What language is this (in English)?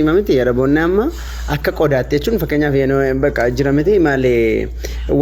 Oromo